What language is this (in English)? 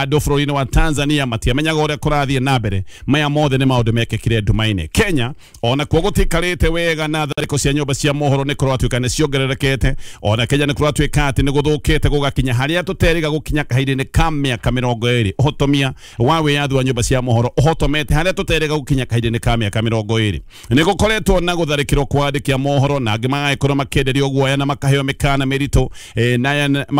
Kikuyu